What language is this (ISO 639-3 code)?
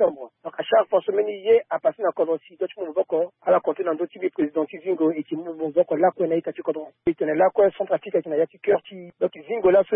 sag